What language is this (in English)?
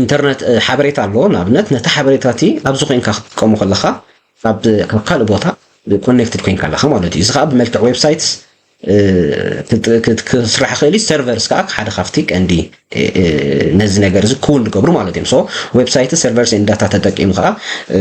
Tigrinya